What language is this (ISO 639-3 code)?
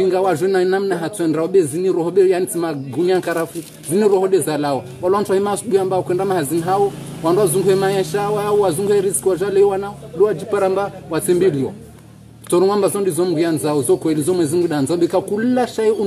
zdj